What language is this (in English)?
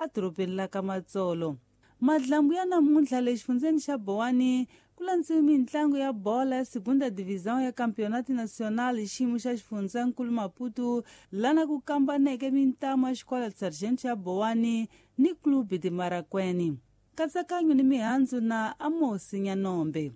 Tsonga